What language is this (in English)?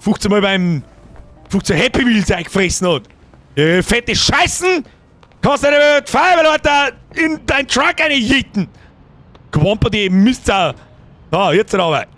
Bavarian